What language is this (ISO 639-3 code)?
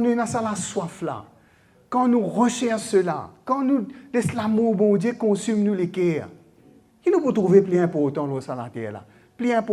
mfe